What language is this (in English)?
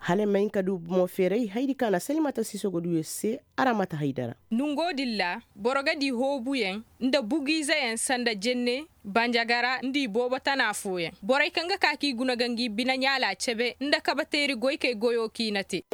Zarma